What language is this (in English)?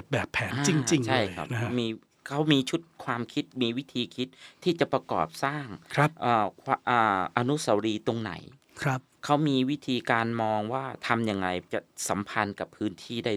Thai